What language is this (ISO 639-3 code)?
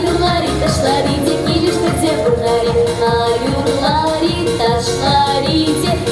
chv